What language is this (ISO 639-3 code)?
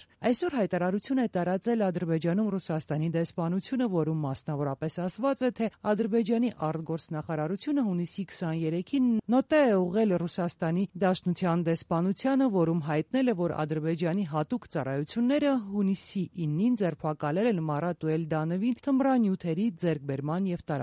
hye